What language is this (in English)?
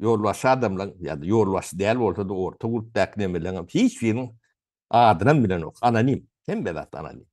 Turkmen